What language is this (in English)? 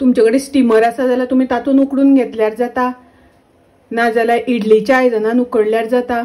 Konkani